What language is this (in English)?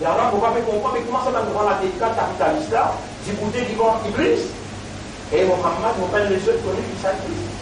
Morisyen